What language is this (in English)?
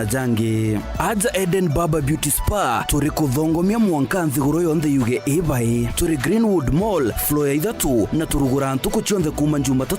Meru